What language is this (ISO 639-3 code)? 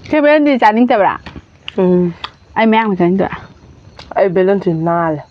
mni